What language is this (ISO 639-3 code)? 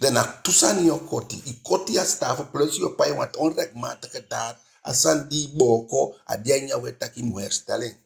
djk